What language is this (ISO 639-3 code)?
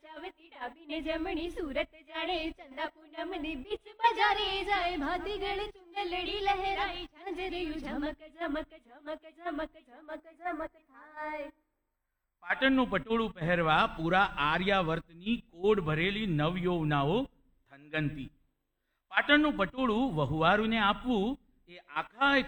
guj